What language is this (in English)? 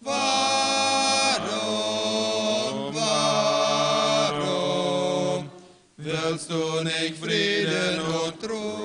Plautdietsch